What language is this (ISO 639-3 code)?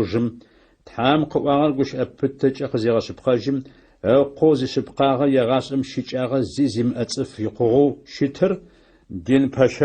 ady